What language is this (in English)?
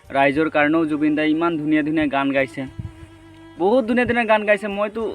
Assamese